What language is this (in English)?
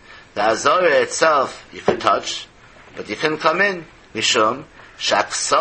Yiddish